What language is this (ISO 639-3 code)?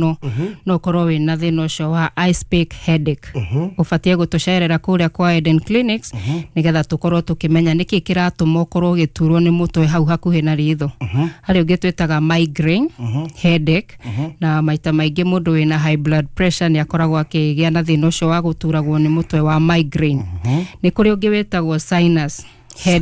kik